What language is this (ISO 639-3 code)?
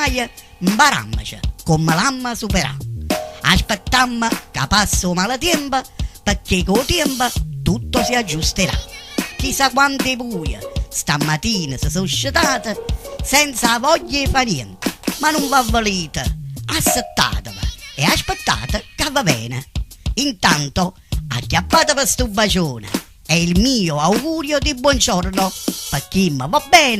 nap